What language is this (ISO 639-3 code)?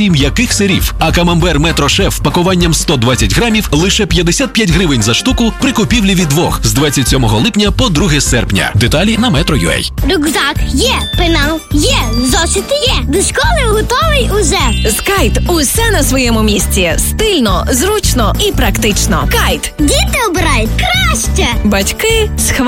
ukr